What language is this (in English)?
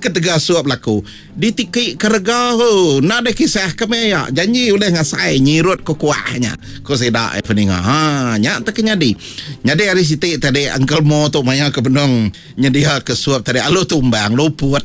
Iban